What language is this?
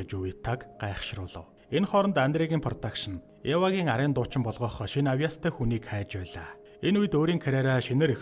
Mongolian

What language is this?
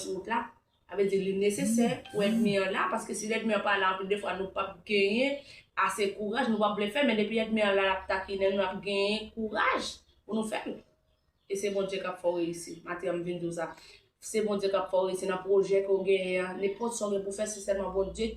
Haitian Creole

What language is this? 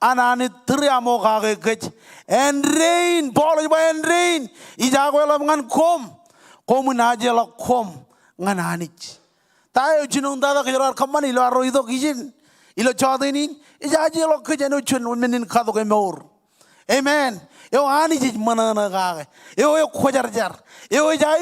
Marshallese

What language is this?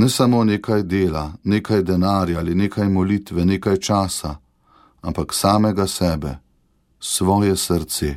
Slovenian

